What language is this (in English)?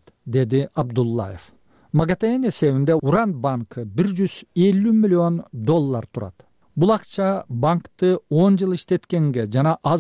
Kyrgyz